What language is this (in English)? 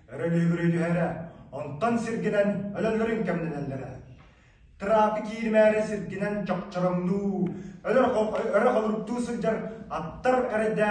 Yakut